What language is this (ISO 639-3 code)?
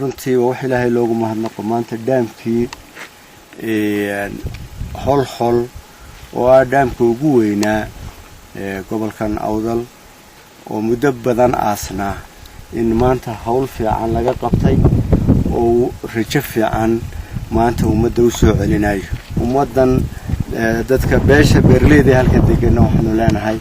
som